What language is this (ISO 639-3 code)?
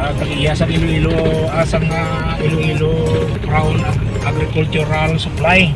hil